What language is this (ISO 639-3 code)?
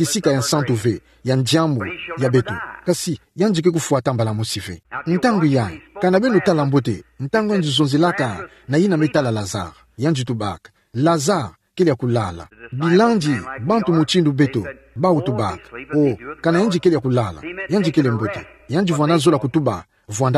ktu